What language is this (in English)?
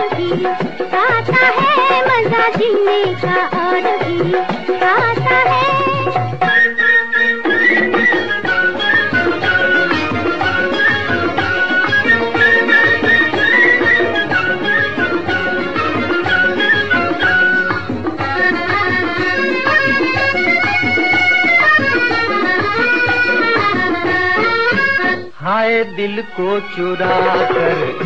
Hindi